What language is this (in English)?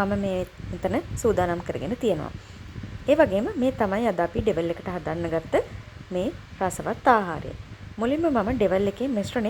Sinhala